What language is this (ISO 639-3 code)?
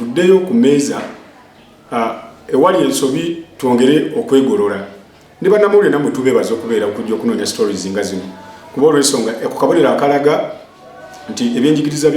lug